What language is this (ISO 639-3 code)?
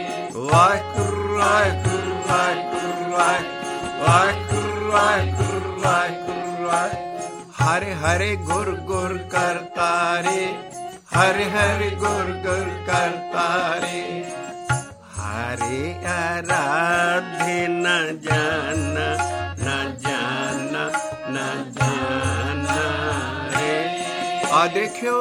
pan